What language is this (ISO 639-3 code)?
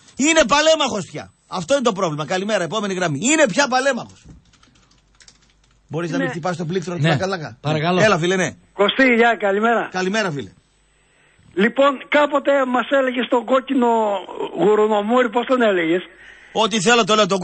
ell